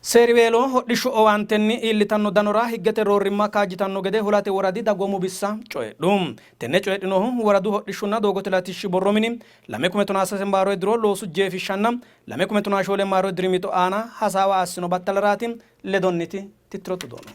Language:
Sidamo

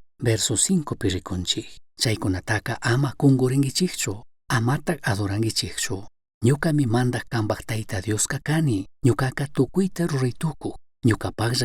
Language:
Chimborazo Highland Quichua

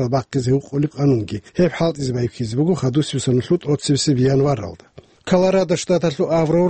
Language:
Avaric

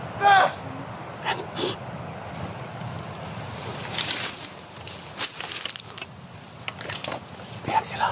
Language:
Filipino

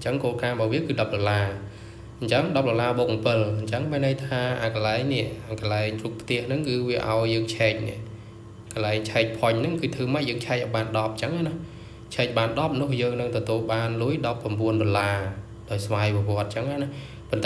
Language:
Khmer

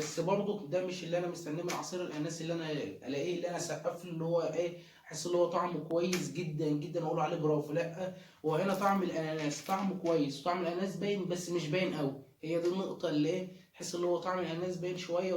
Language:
Egyptian Arabic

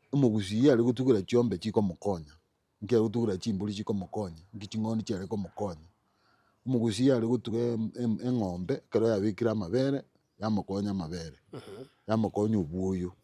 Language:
Gusii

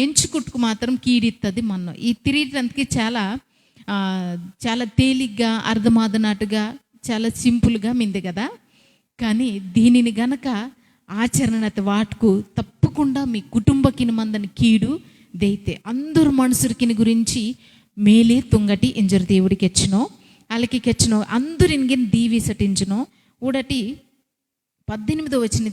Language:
Koya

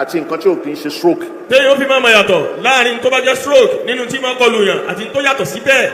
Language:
Yoruba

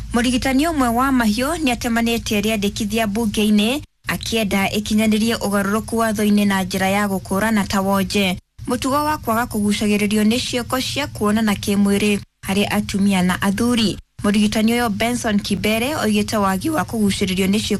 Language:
Kikuyu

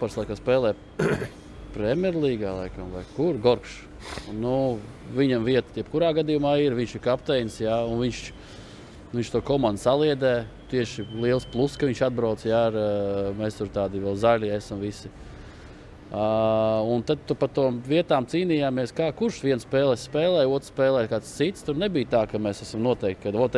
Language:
Latvian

